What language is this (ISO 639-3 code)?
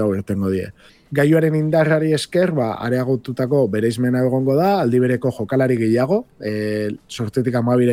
eus